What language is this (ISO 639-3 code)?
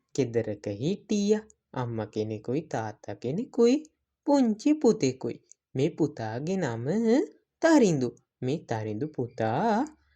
sin